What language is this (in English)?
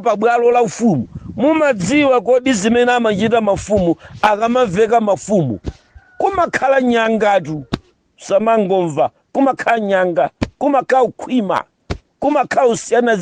Nyanja